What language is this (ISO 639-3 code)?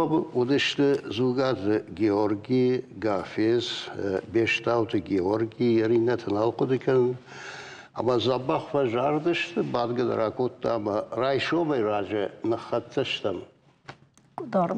oss